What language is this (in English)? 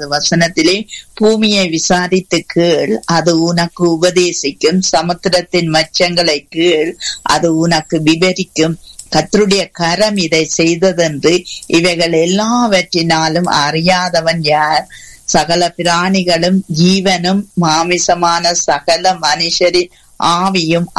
Tamil